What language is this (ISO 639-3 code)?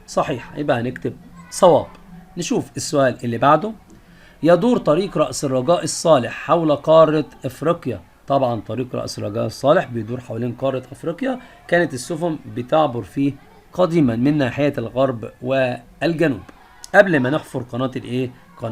arz